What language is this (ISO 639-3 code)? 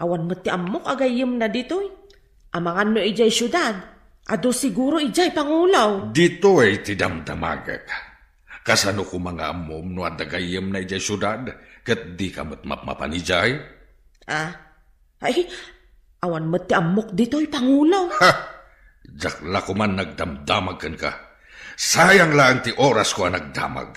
ilo